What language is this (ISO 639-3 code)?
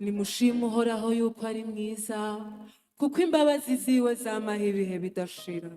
run